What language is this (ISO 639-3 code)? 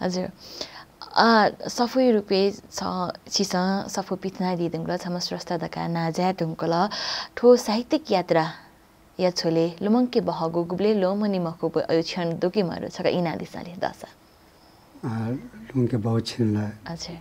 new